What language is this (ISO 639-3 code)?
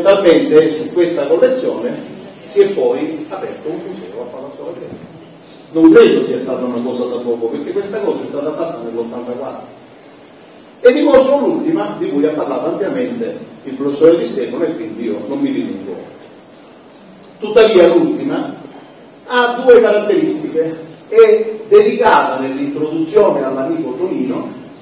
ita